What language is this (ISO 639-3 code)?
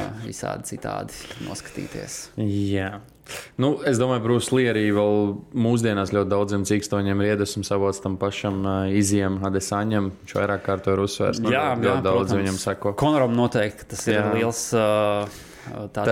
lav